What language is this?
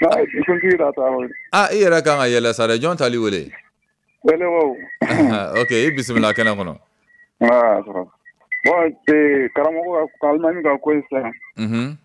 Bambara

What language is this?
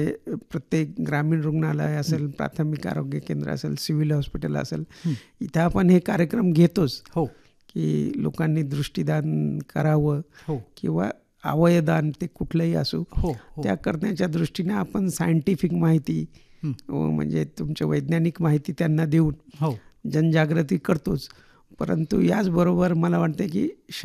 Marathi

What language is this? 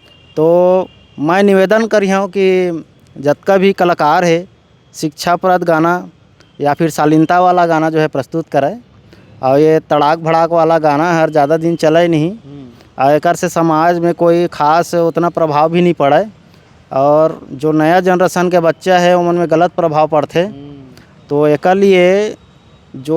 Chhattisgarhi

